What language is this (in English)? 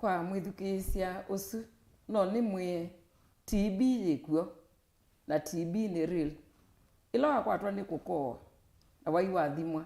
Kamba